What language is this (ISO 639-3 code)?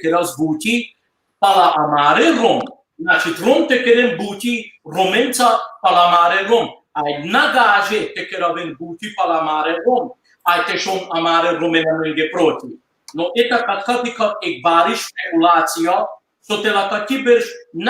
rmn